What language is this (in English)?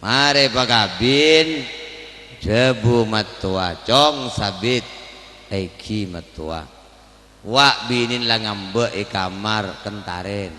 Madurese